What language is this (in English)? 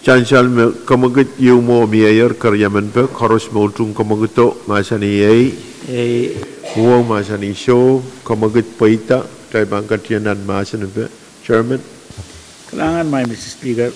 Pohnpeian